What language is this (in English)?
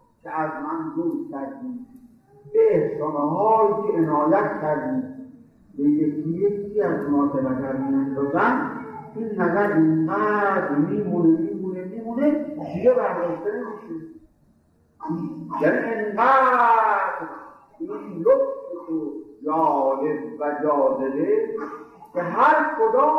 Persian